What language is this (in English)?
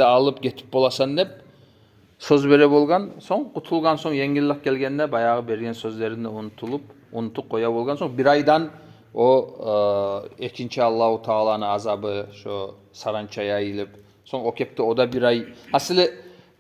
Kumyk